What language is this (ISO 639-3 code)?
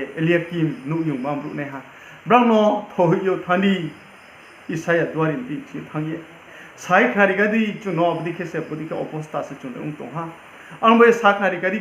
ria